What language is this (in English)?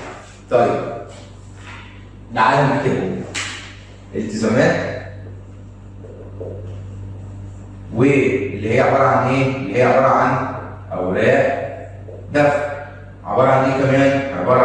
Egyptian Arabic